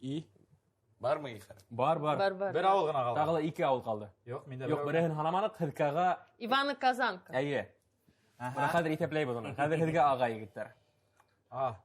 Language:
Bashkir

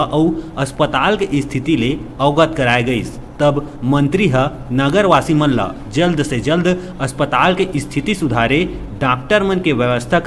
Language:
Chhattisgarhi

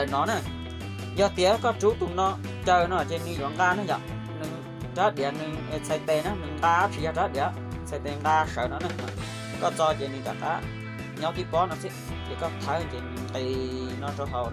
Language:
Hmong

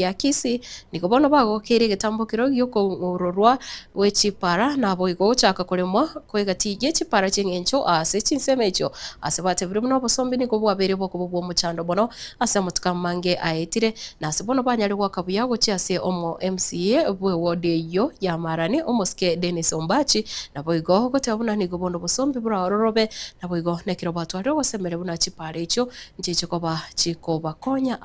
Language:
Gusii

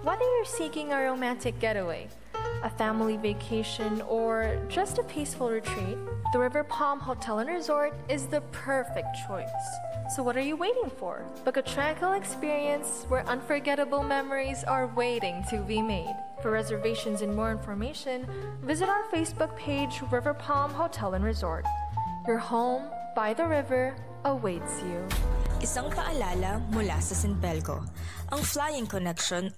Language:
Pangasinan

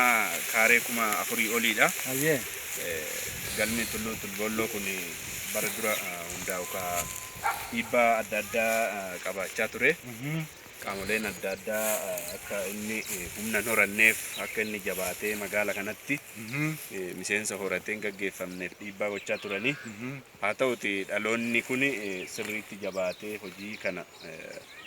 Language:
Oromo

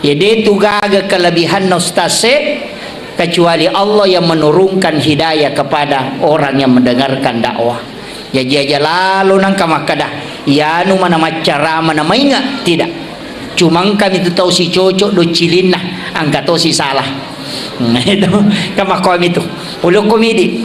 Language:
Buginese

